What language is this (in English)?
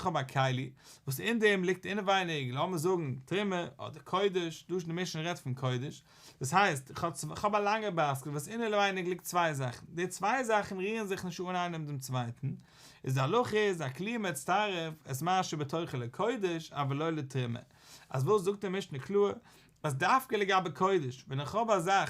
Yiddish